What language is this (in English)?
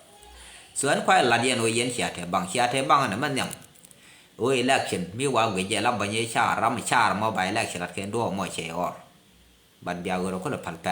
Nuer